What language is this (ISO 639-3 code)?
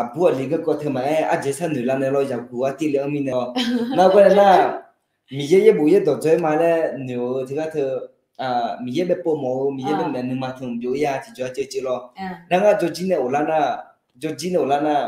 ahk